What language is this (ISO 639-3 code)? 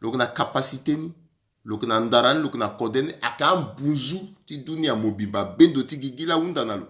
sag